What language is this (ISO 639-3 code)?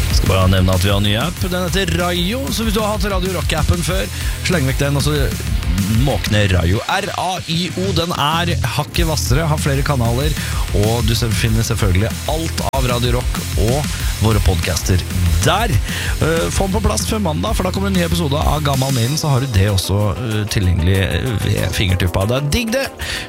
nor